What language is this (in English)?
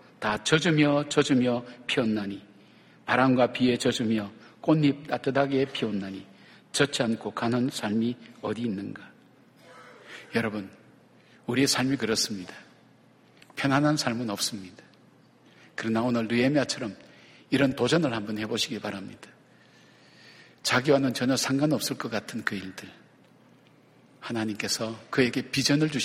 Korean